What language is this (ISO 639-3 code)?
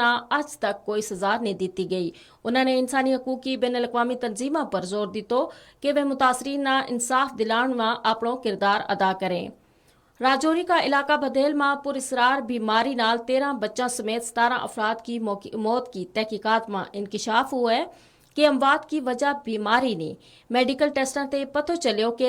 gju